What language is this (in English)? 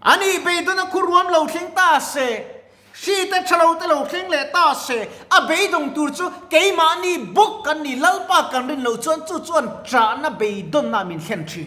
Mizo